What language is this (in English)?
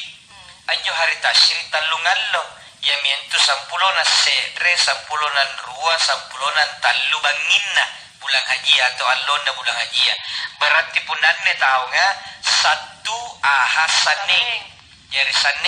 Makasar